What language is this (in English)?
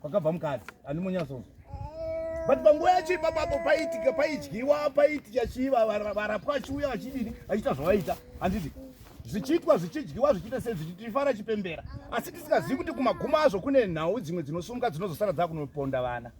Shona